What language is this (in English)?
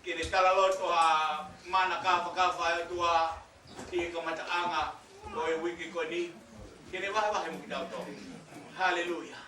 Tongan